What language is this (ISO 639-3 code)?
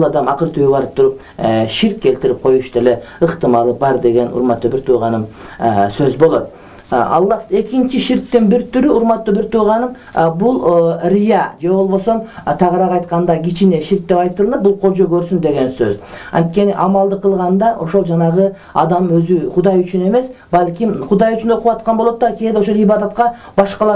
kir